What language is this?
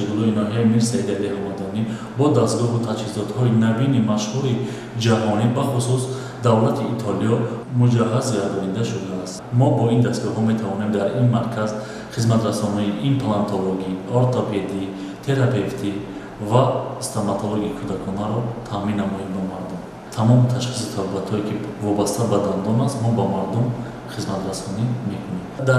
Tajik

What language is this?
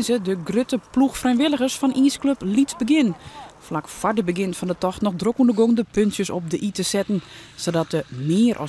Western Frisian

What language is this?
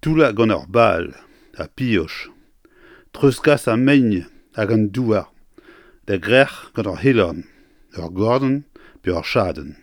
Breton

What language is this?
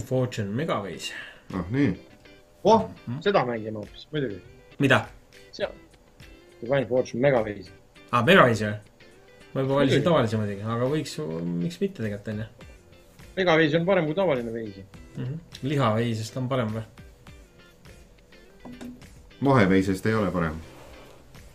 Estonian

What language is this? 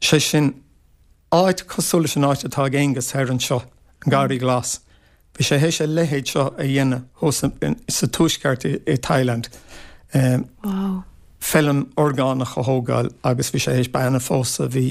Irish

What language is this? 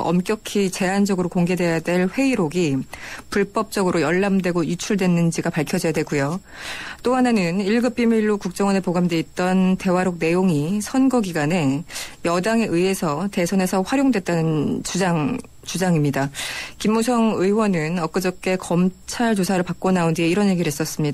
Korean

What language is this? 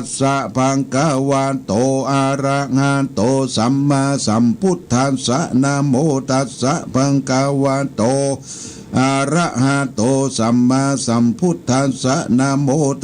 Pali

